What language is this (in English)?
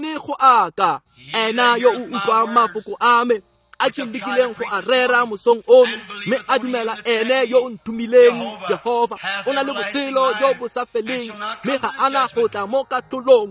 Tswana